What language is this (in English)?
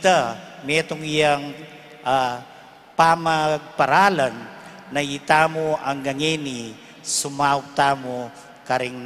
Pampanga